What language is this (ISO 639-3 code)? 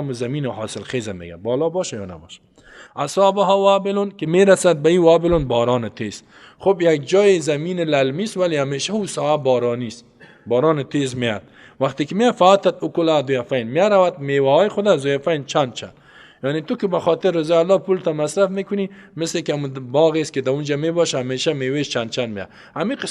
fas